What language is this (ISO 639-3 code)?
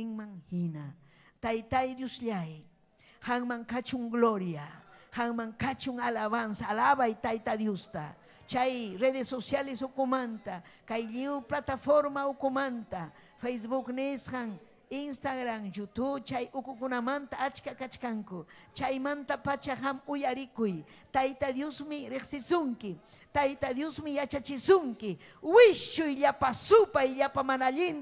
quy